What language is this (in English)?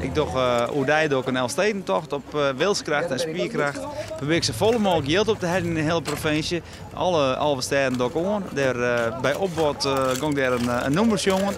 Western Frisian